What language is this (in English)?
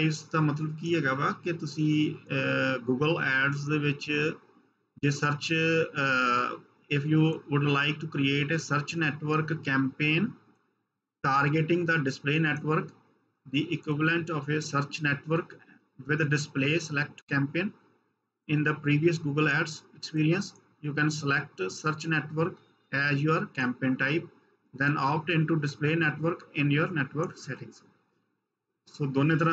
Punjabi